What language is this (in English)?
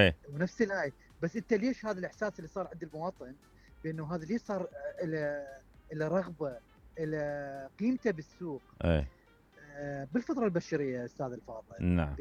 Mesopotamian Arabic